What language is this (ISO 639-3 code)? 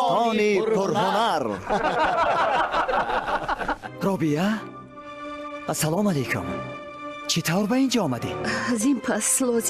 fas